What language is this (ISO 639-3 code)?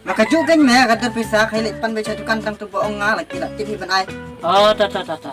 kha